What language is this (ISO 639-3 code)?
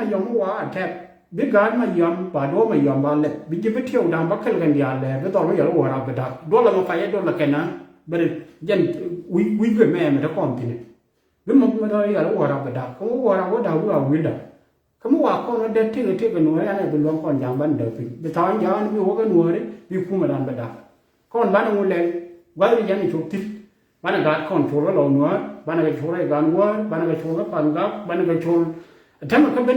nus